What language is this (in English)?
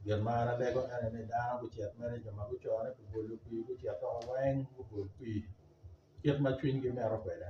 Acoli